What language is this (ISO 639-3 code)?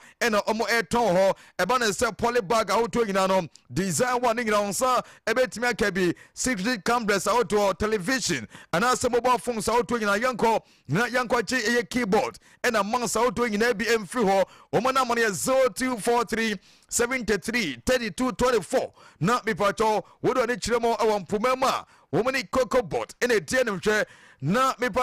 aka